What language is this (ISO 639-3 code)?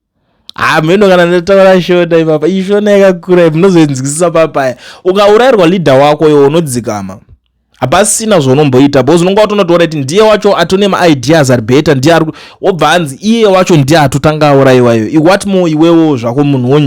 sna